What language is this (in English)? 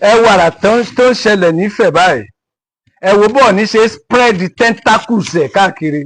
Yoruba